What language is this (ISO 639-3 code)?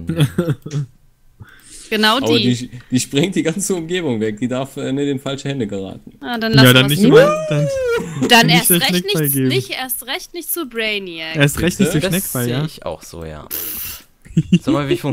deu